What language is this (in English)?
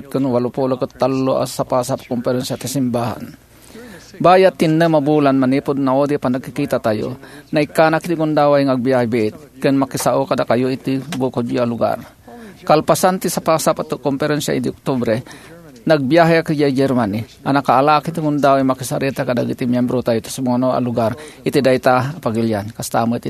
Iloko